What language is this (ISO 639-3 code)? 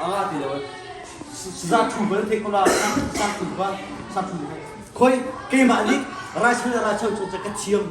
cnh